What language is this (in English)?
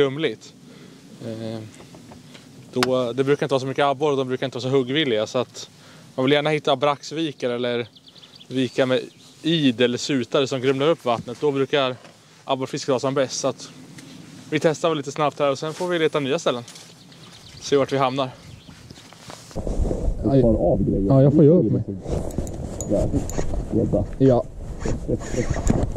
Swedish